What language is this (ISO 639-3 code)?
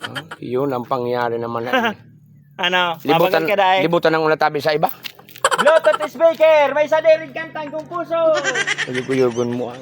bik